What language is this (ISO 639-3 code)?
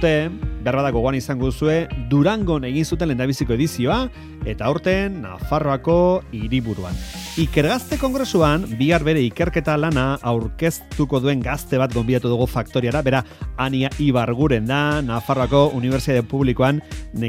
eus